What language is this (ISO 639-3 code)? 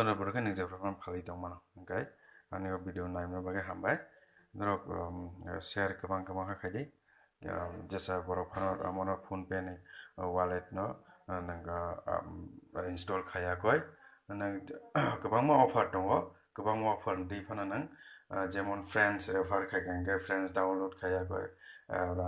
trp